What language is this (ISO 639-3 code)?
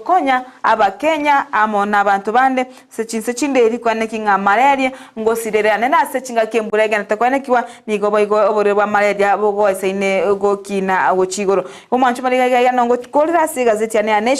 guz